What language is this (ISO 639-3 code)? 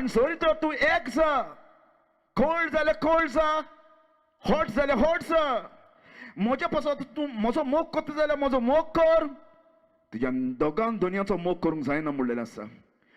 kok